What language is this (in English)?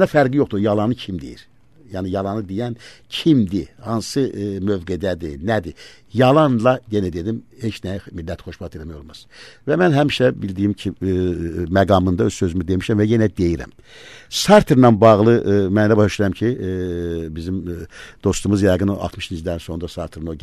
Azerbaijani